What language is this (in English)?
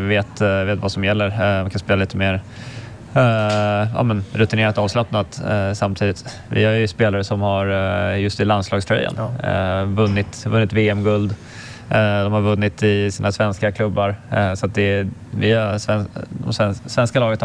Swedish